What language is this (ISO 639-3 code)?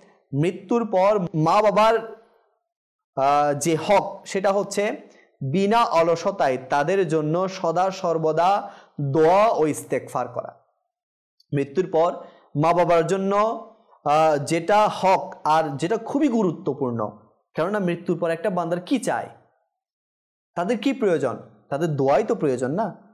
ben